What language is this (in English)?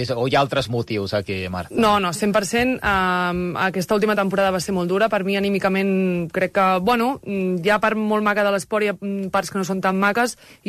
Catalan